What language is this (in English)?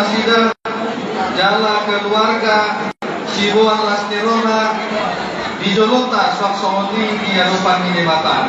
Batak Toba